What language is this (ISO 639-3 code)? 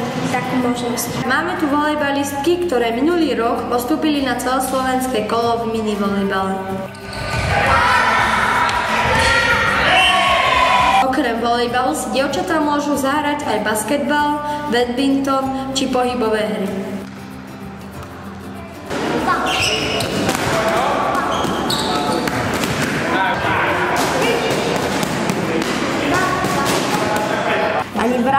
slk